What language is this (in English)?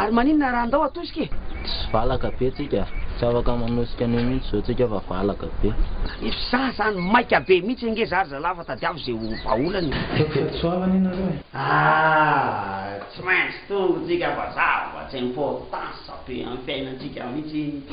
Malagasy